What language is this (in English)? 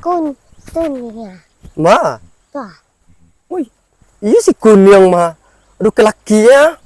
Minangkabau